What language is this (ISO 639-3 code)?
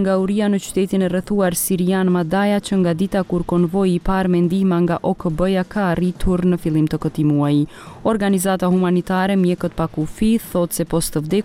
sqi